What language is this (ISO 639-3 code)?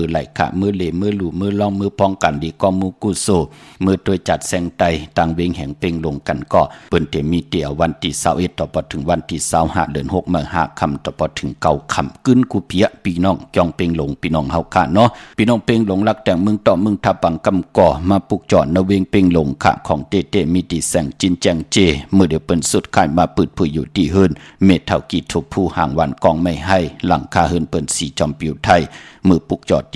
shn